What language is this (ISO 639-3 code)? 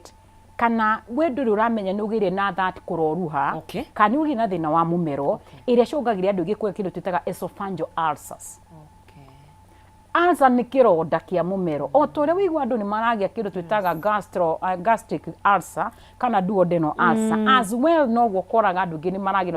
kik